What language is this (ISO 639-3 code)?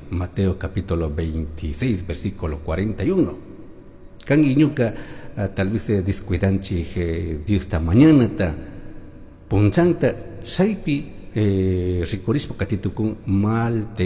qug